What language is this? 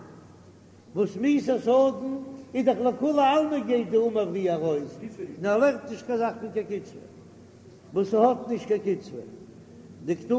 Yiddish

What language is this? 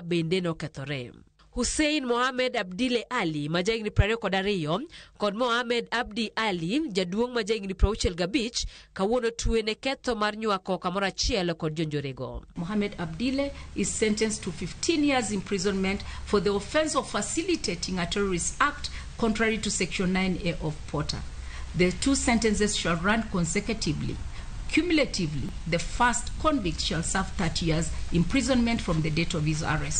Luo (Kenya and Tanzania)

